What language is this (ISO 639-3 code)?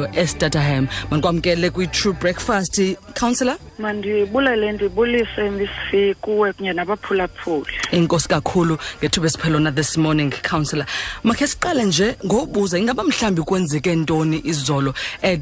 xho